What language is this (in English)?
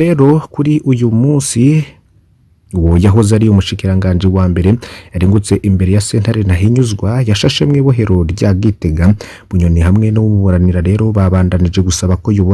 Rundi